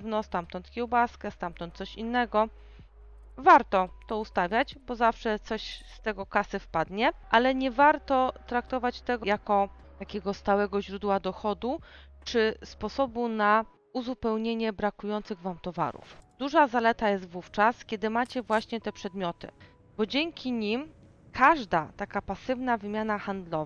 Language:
Polish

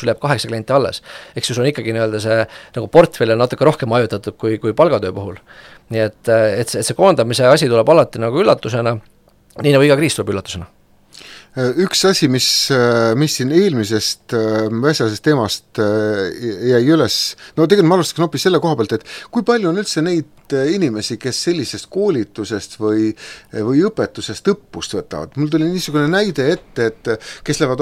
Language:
Estonian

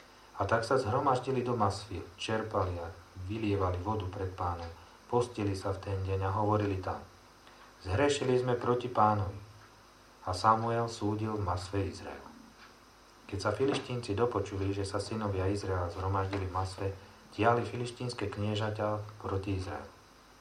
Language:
Slovak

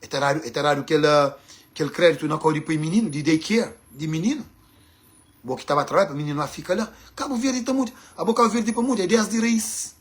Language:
Kabuverdianu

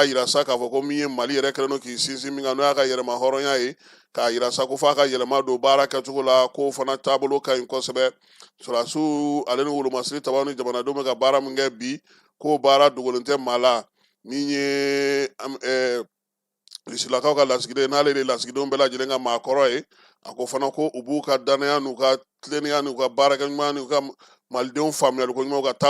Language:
Bambara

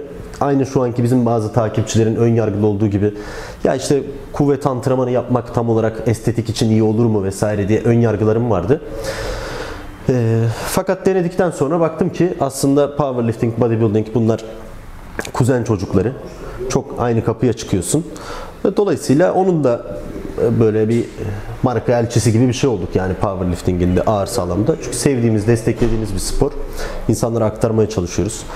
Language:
Turkish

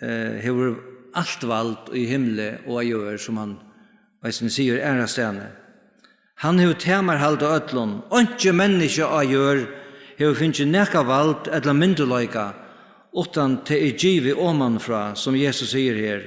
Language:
Faroese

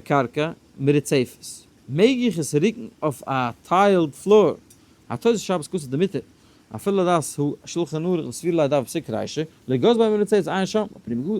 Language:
Yiddish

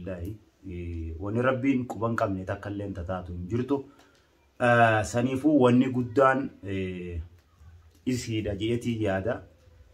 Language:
Oromo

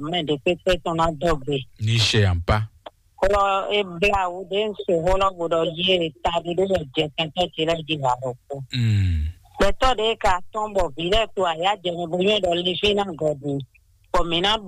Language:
Fon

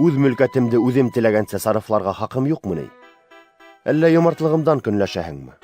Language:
Bashkir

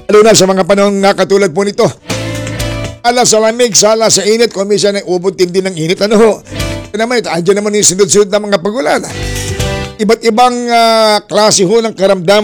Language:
Filipino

